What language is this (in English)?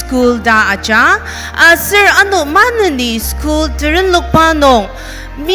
Ao Naga